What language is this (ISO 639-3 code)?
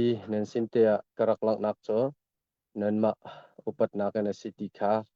cnh